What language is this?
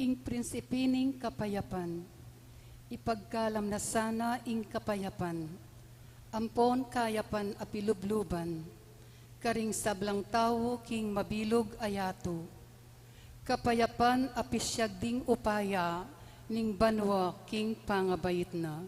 Pampanga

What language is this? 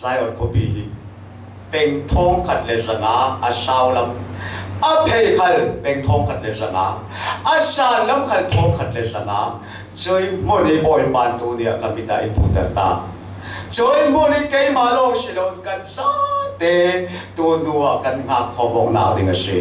Falam Chin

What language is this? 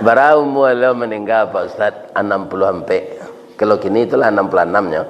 Minangkabau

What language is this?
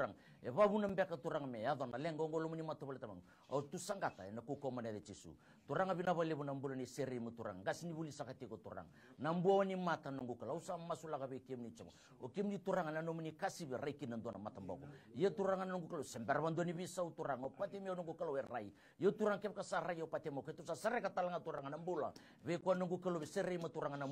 Fijian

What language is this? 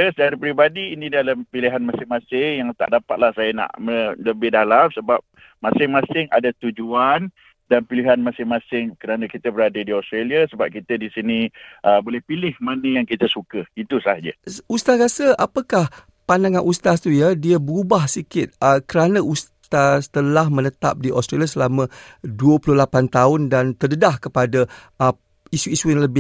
Malay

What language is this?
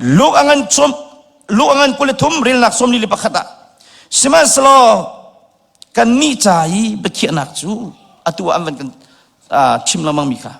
Hakha Chin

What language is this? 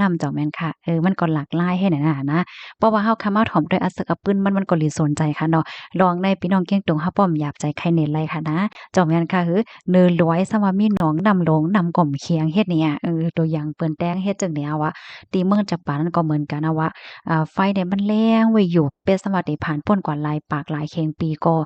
Shan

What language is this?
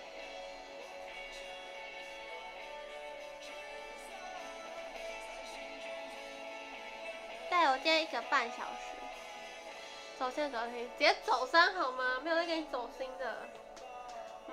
Chinese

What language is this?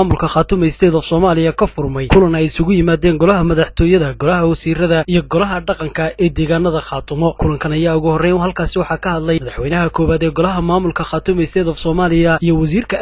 Somali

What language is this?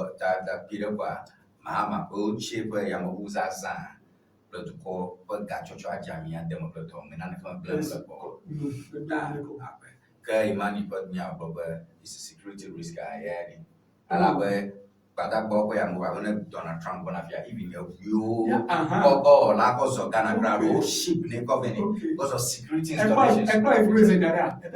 Ewe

